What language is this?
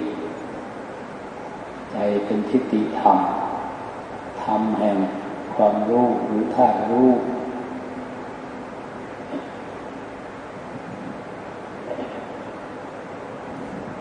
Thai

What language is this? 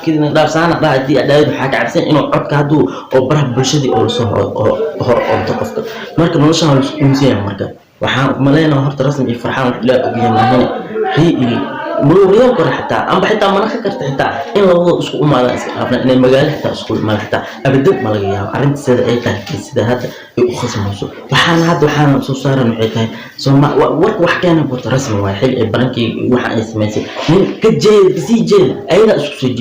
Somali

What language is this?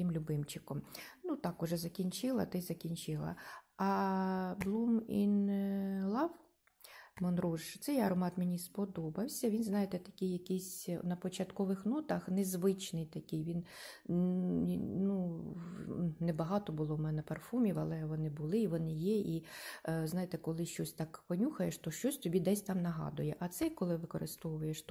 Ukrainian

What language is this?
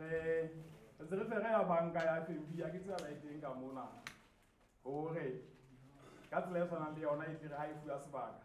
Southern Sotho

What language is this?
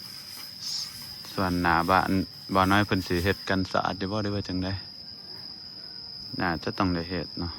Lao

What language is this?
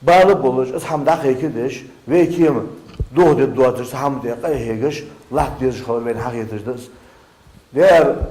Ingush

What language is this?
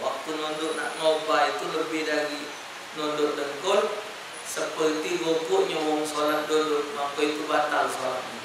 Musi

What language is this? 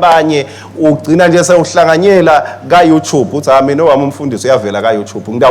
Swati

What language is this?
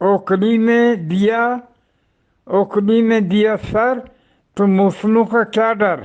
Eastern Balochi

